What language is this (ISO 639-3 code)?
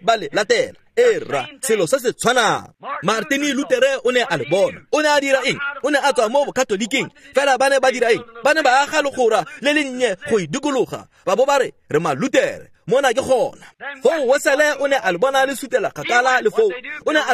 tsn